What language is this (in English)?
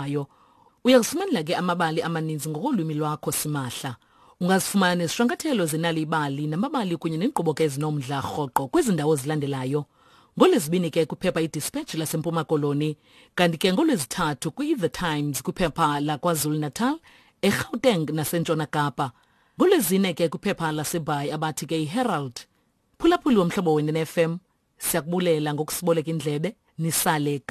Xhosa